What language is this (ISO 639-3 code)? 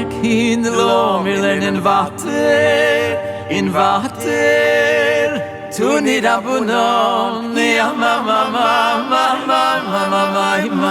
yid